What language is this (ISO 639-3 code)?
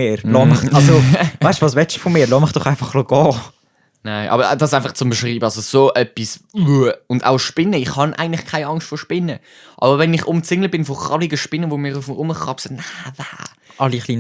gsw